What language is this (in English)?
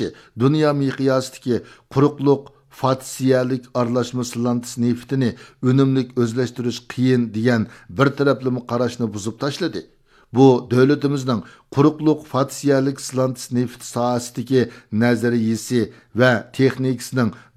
Uyghur